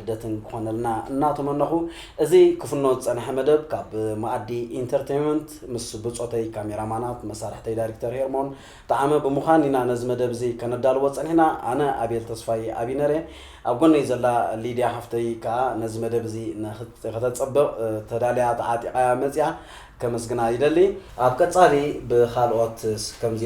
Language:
Tigrinya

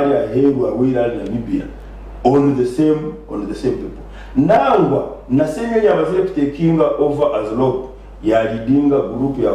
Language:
Nyankole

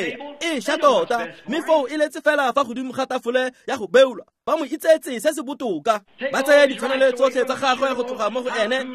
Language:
Tswana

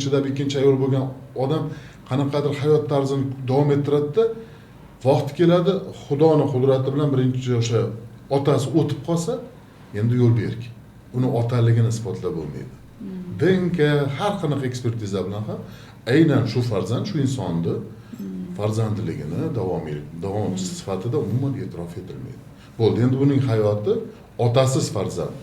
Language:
Uzbek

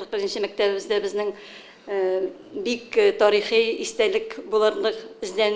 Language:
Tatar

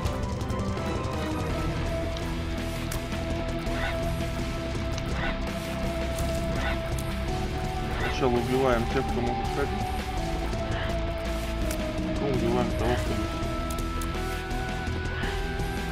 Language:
Russian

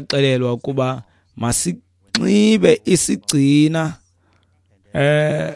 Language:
Xhosa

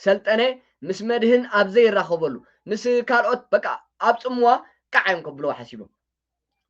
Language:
Tigrinya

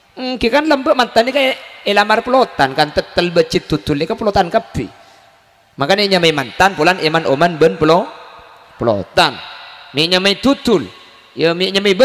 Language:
Madurese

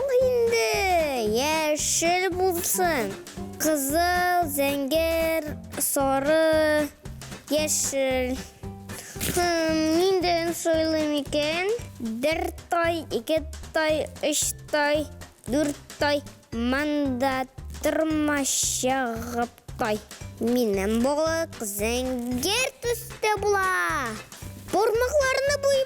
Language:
Tatar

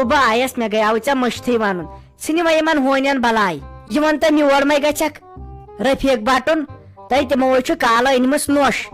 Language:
Kashmiri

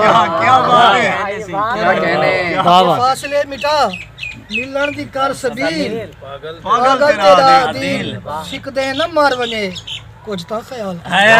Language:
Saraiki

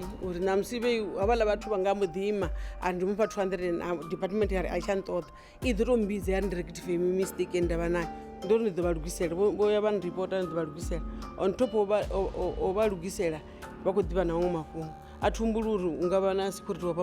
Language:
Venda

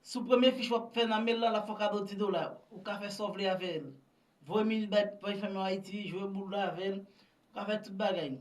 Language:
Haitian Creole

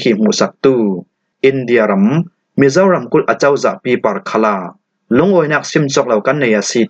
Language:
Falam Chin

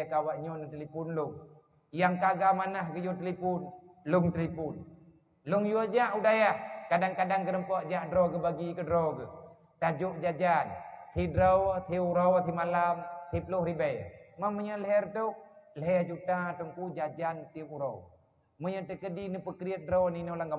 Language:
Achinese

